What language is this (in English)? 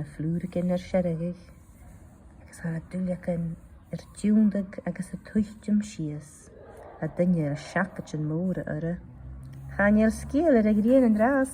Scottish Gaelic